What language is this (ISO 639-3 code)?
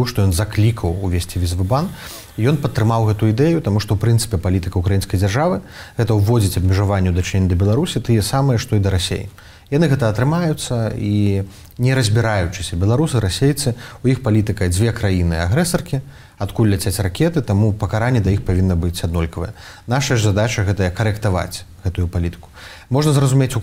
bel